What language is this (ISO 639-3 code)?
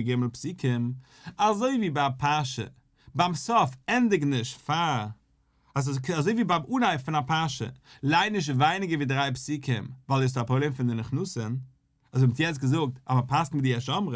yid